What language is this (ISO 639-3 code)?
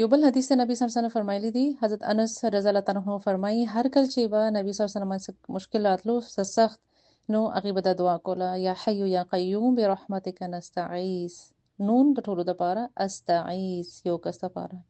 pus